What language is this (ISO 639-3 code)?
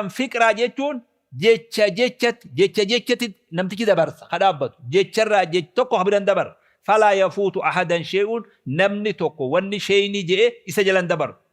orm